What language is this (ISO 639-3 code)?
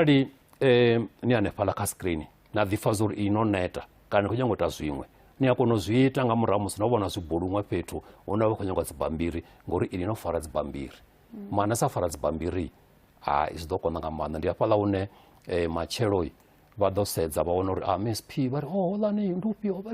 ven